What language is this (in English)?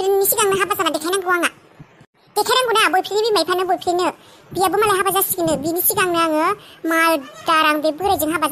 Bodo